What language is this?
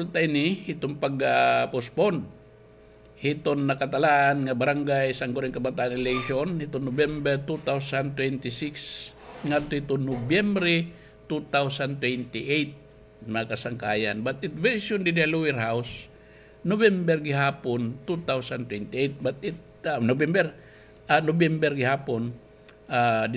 Waray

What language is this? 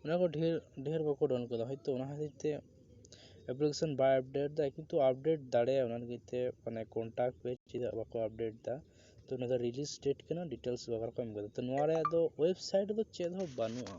Santali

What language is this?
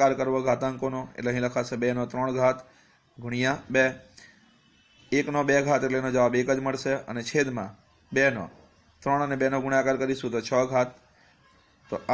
Gujarati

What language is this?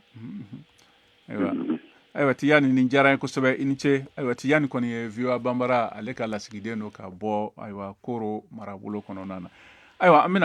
Bambara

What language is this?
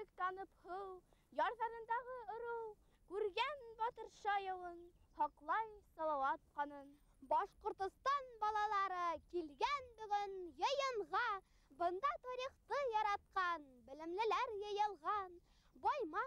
Bashkir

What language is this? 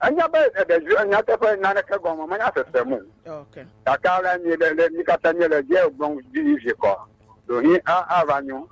Ewe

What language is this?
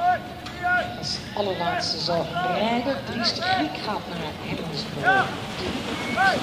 Dutch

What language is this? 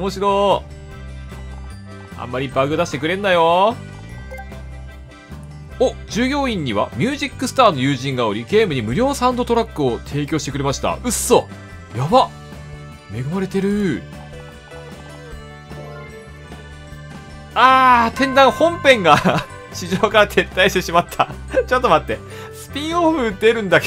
Japanese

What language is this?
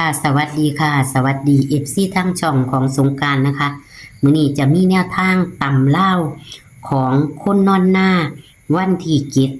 Northeastern Thai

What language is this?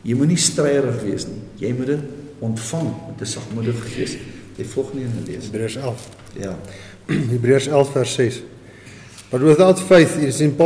Afrikaans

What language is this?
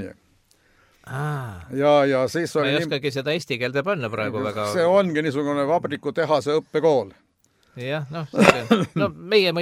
Estonian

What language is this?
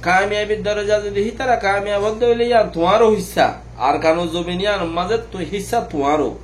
Rohingya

